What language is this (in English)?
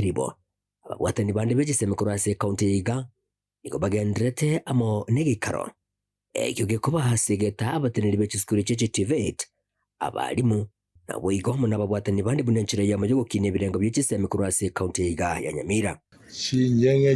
Gusii